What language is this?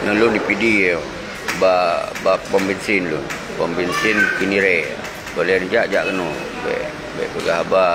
Achinese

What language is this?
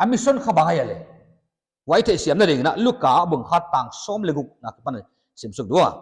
Paite Chin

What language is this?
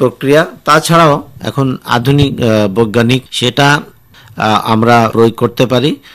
Bangla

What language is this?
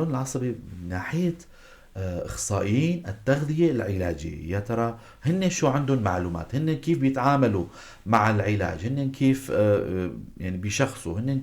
North Levantine Arabic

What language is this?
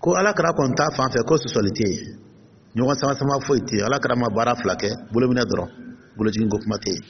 Dyula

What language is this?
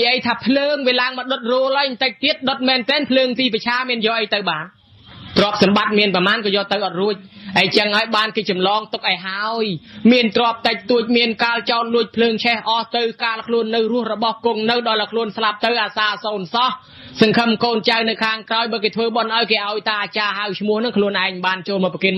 Khmer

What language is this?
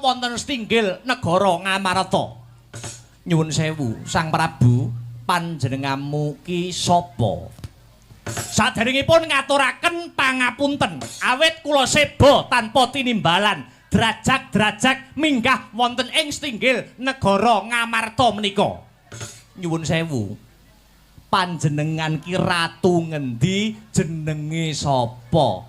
Javanese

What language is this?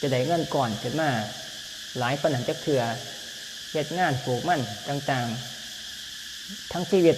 Lao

